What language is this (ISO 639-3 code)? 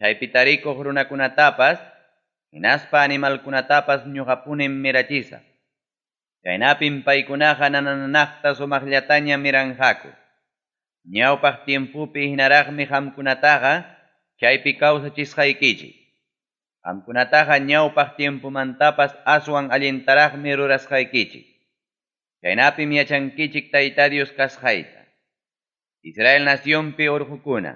quy